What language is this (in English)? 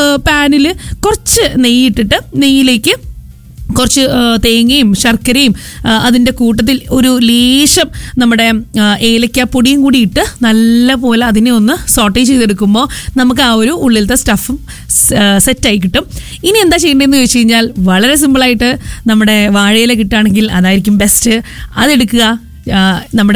Malayalam